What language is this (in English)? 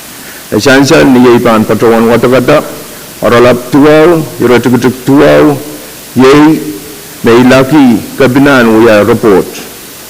Pohnpeian